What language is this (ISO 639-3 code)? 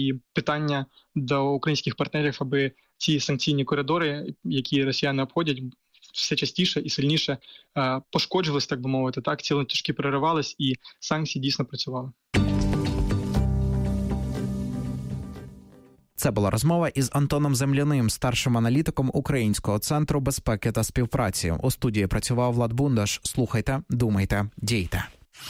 ukr